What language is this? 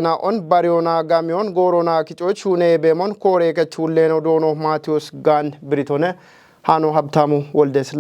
Kafa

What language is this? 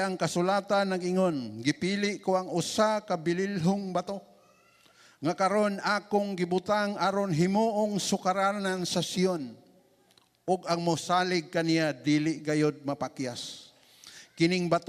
Cebuano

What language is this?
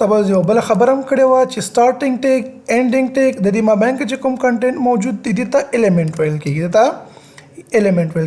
Pashto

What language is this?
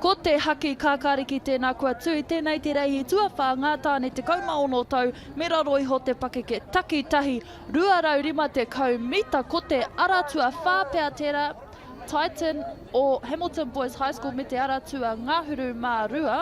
Māori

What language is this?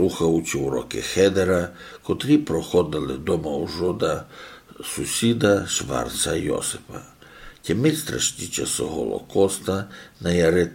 Rusyn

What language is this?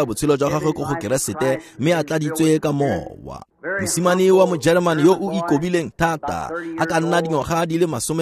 Tswana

